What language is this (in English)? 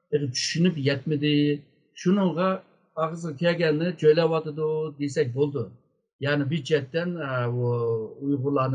Uyghur